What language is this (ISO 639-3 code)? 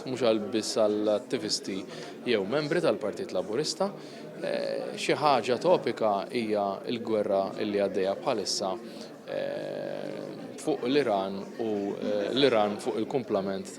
mlt